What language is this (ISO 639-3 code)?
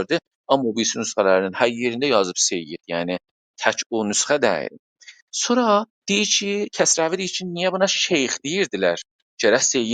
azb